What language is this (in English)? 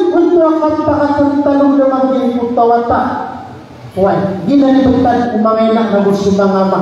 Maranao